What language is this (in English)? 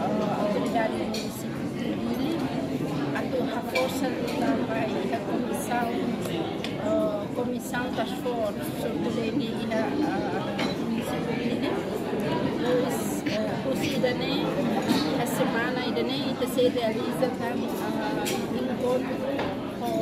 Tetum